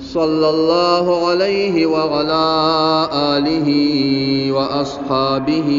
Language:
Pashto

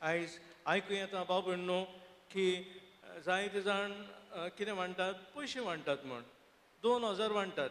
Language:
Konkani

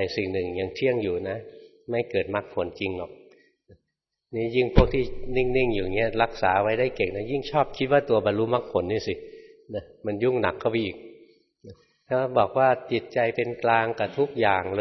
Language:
Thai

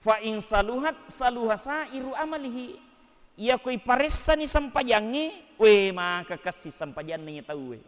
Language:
Buginese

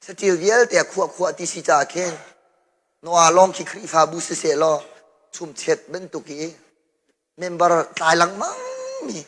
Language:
Hakha Chin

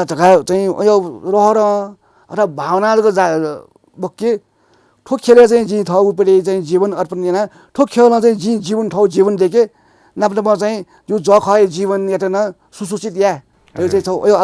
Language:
Newari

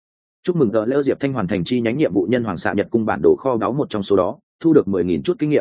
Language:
Vietnamese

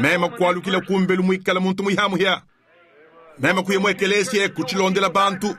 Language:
Luba-Lulua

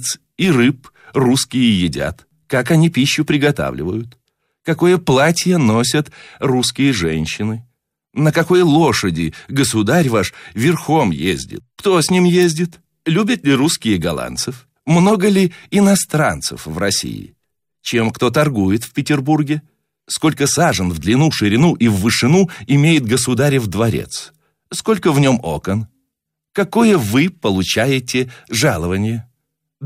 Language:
Russian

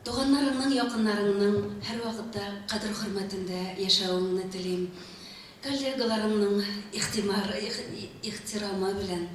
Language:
Bashkir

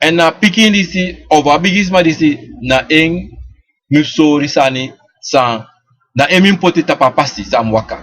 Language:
Sranan Tongo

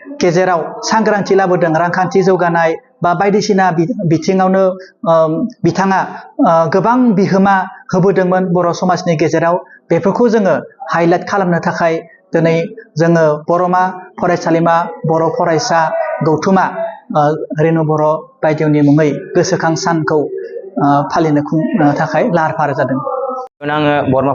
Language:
Bodo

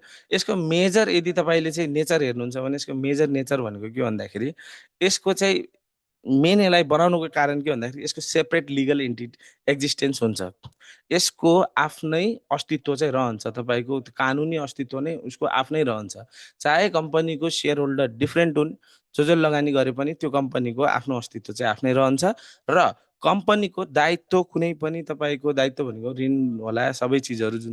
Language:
Nepali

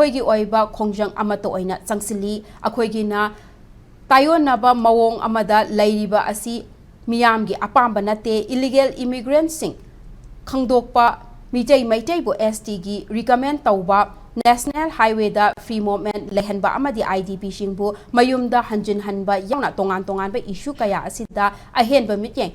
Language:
Manipuri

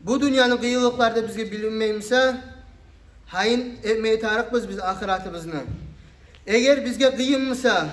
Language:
Kumyk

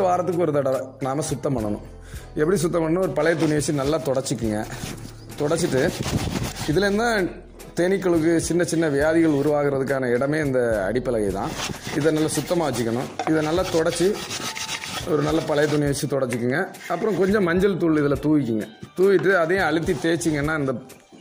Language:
Tamil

